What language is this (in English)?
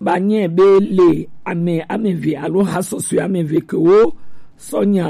Gen